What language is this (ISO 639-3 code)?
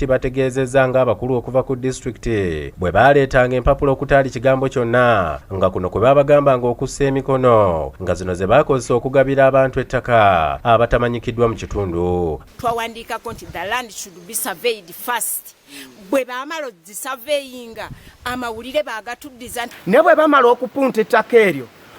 lug